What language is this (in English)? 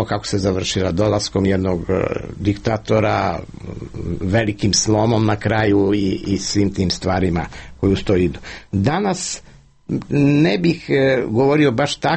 Serbian